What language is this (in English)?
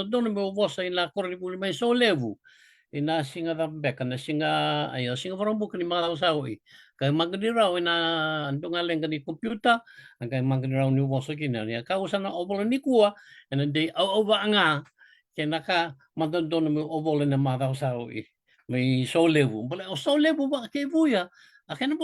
Fijian